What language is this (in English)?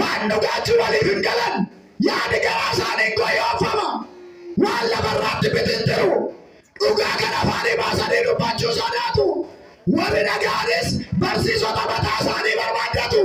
Oromo